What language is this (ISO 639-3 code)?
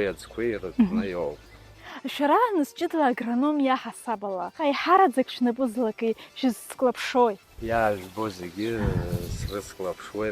abk